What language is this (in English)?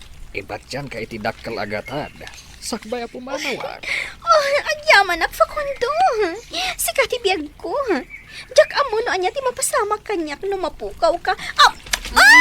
Iloko